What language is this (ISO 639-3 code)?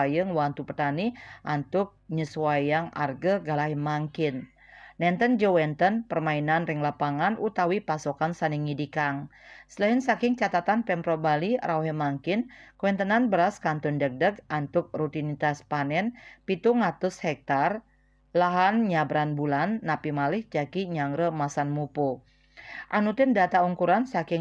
ban